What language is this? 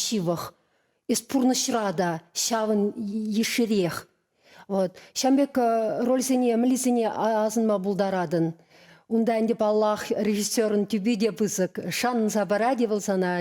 Chuvash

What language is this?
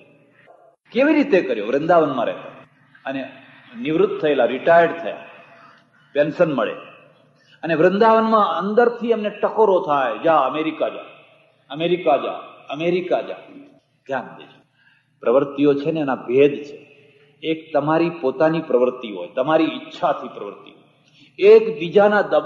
Gujarati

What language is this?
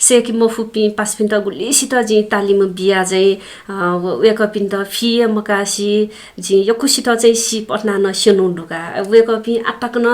Newari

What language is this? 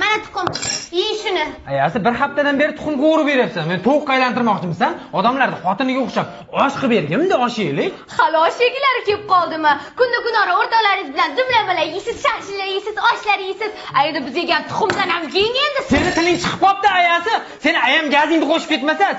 Uzbek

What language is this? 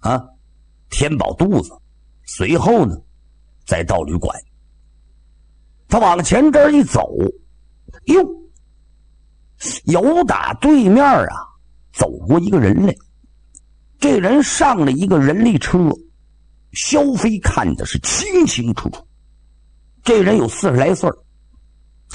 Chinese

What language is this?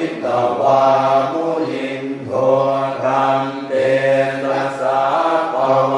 Pali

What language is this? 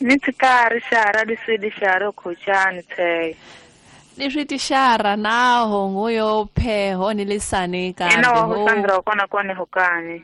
Tsonga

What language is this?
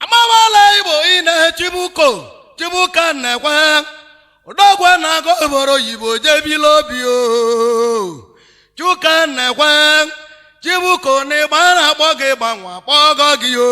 Igbo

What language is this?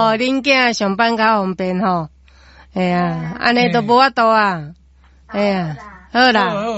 Min Nan Chinese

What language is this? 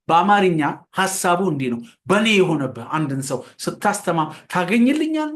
Amharic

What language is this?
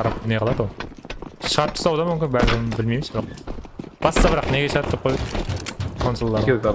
Kara-Kalpak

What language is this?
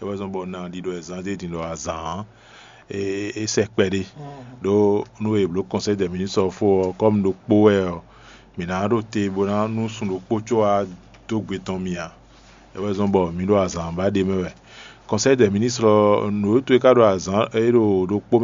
Fon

